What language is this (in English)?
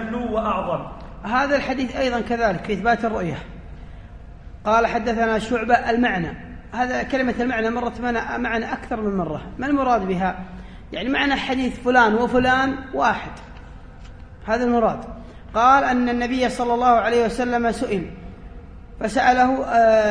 Arabic